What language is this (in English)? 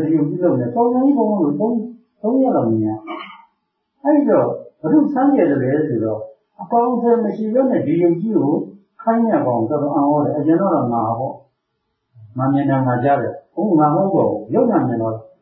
Burmese